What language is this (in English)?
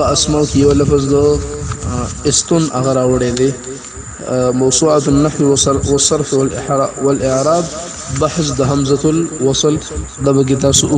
Pashto